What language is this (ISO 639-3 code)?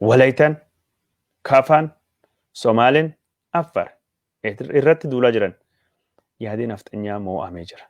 orm